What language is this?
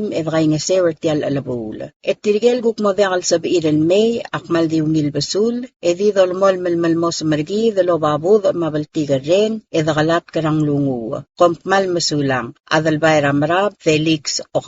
Palauan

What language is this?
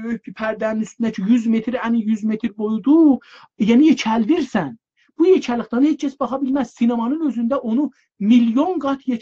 South Azerbaijani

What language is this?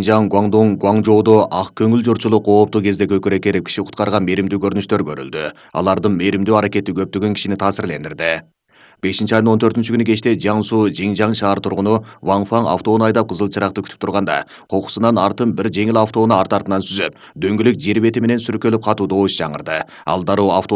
Kyrgyz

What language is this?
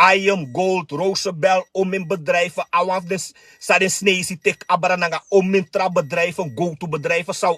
Sranan Tongo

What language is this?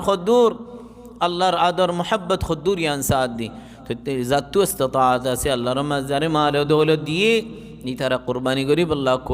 Rohingya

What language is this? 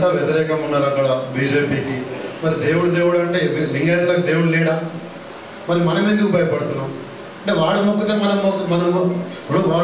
Telugu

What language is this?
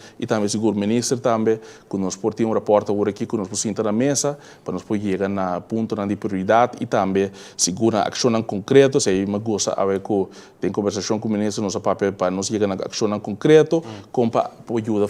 Papiamento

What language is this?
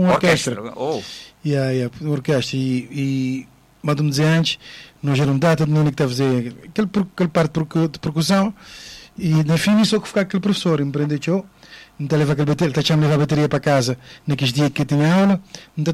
Portuguese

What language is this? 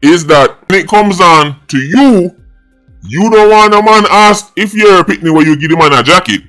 Jamaican Creole English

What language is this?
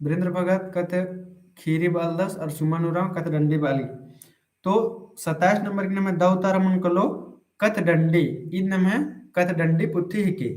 Kurukh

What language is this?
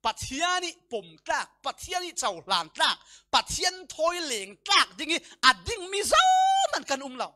Falam Chin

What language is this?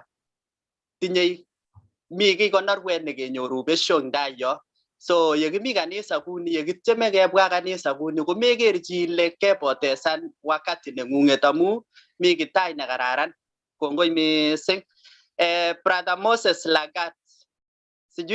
Kalenjin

